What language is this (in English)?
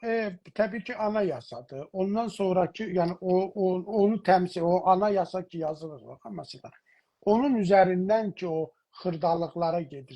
South Azerbaijani